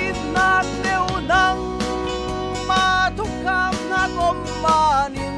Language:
Falam Chin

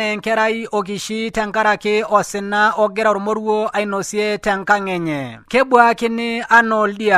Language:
Masai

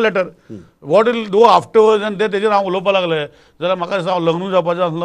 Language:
Konkani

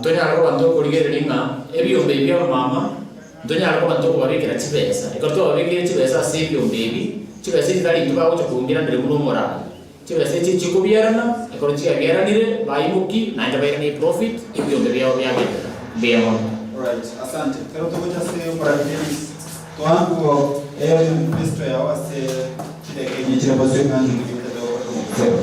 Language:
Gusii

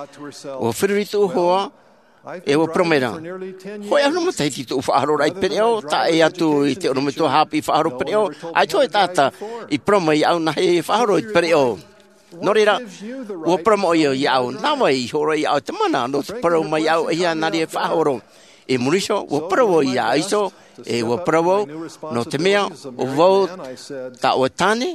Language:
Tahitian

